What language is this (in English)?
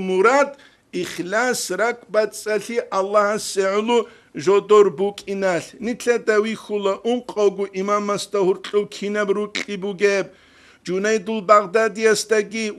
Avaric